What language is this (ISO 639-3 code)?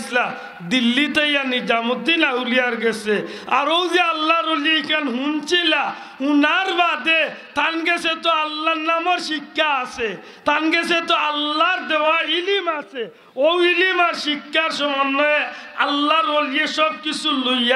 syl